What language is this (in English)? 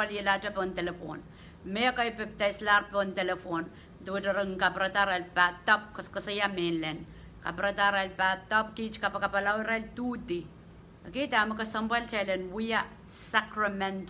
Pohnpeian